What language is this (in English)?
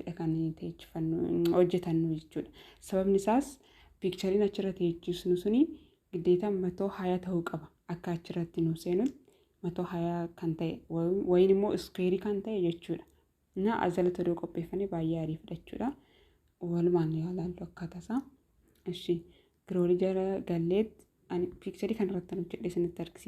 Oromo